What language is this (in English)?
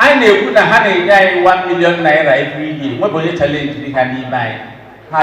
Igbo